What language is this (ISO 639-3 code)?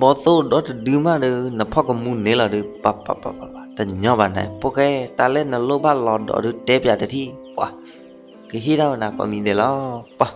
ksw